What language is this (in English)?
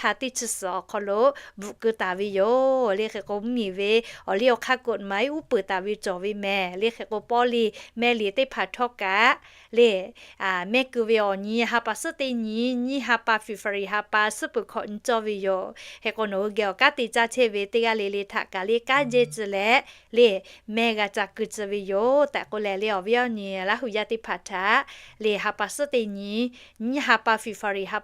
Lahu